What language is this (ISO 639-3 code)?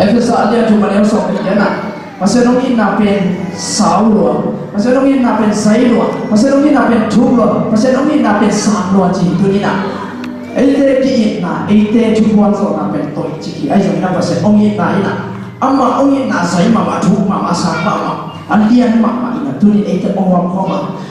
ctd